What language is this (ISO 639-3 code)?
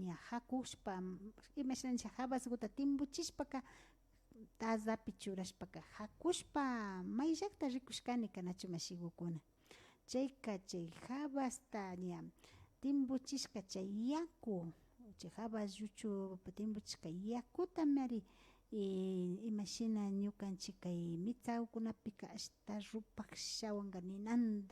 qvi